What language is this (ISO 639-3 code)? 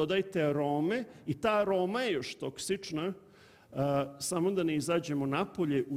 srp